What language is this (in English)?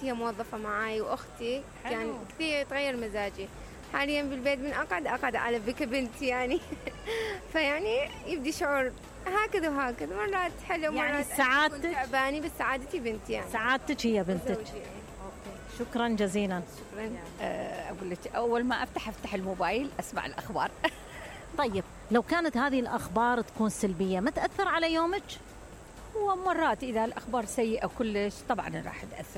Mesopotamian Arabic